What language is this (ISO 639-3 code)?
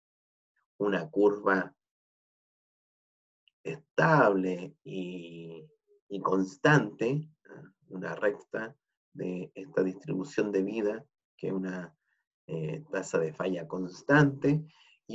spa